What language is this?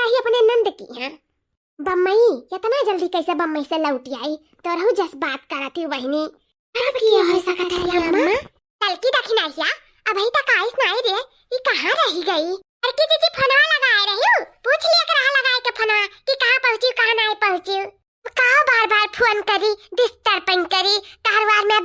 Awadhi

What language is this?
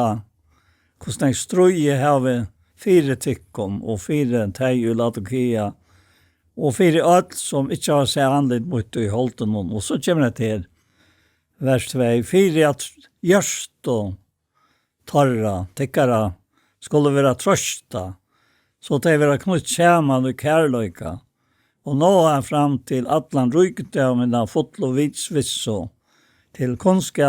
Faroese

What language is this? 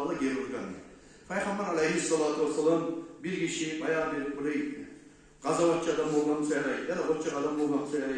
Kumyk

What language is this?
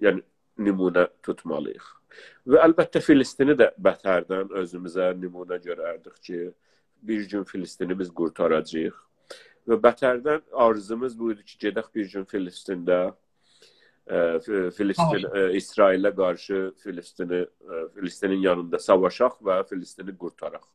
South Azerbaijani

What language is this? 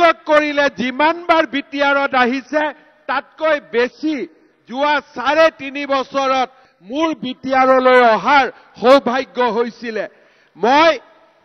Assamese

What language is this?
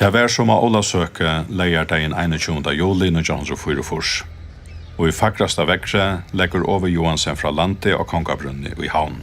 Faroese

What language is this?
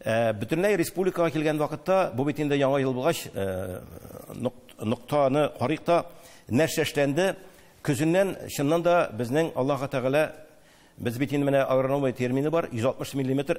Tatar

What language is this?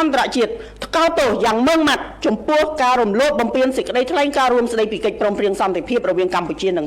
Khmer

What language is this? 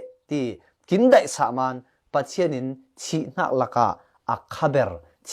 Falam Chin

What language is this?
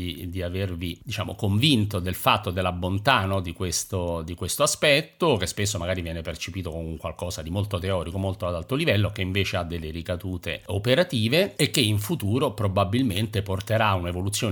Italian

